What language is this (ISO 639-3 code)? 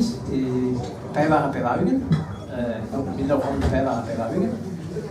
bre